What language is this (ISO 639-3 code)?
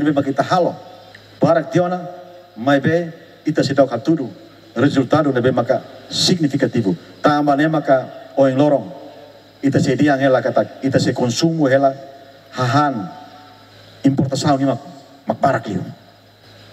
tet